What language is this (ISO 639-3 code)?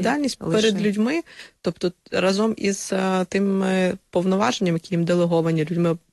ukr